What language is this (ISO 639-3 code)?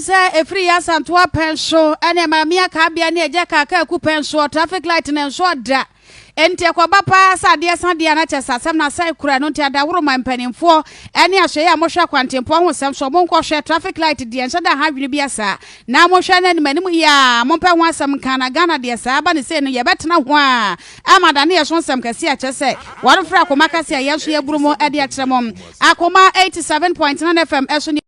aka